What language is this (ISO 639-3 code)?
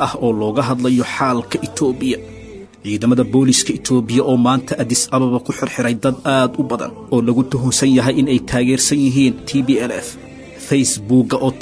som